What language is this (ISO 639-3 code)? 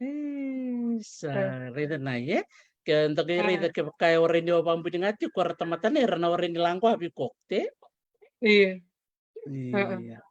fij